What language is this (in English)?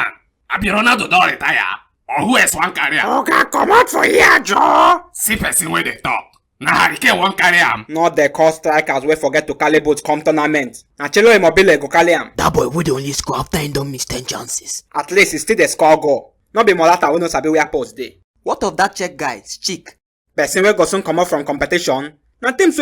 Nigerian Pidgin